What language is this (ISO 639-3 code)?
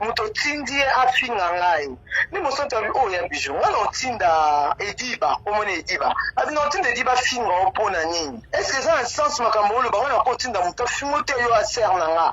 lin